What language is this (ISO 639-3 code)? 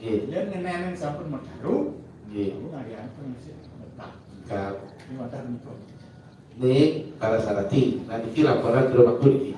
ban